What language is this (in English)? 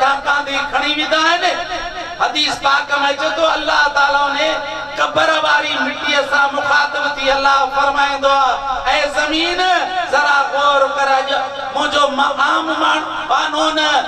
Sindhi